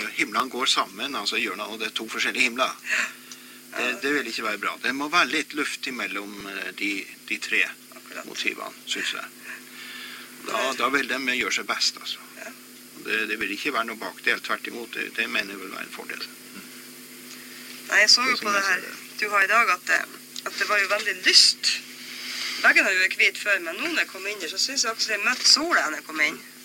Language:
Norwegian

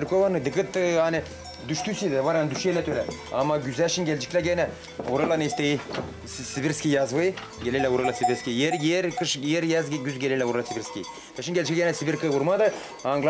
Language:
Gagauz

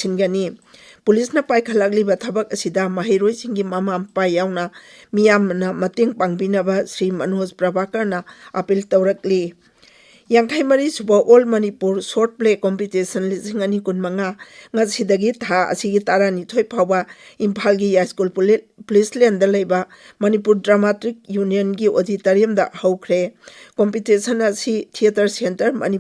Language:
Manipuri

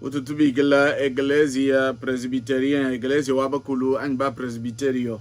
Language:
Luba-Lulua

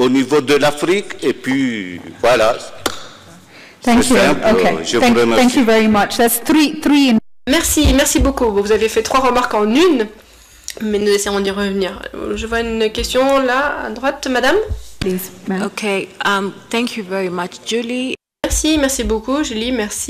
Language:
French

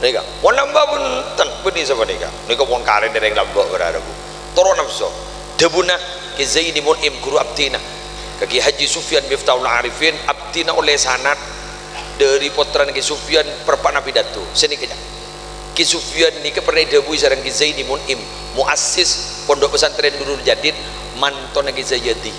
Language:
Madurese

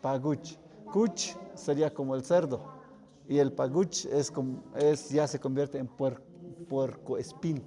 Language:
Tlahuitoltepec Mixe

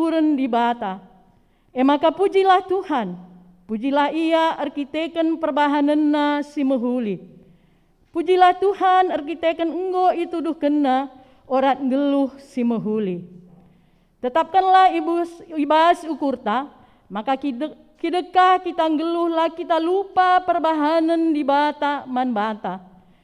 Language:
Batak Karo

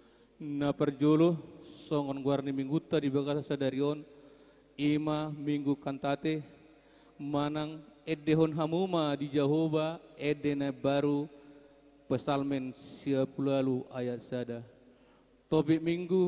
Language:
Batak Toba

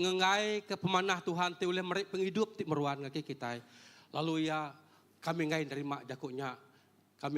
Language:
Iban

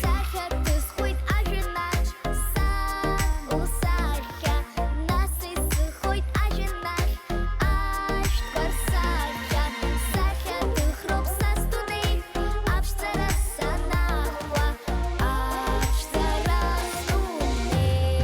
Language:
Abkhazian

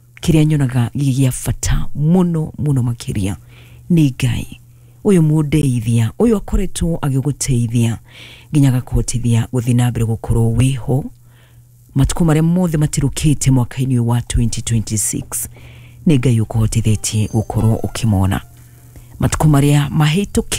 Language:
Kikuyu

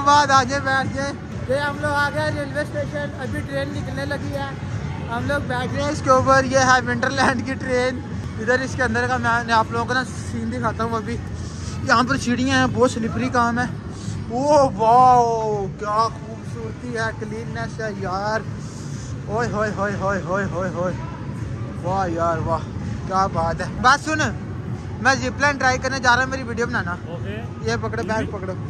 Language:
Hindi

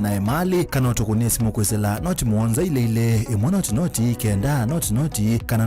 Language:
Kamba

